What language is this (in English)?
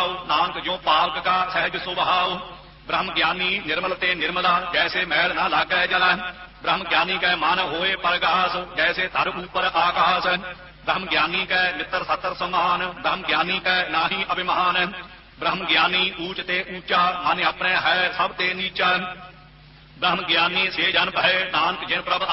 Punjabi